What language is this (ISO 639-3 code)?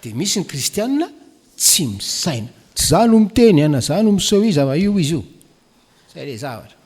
mlg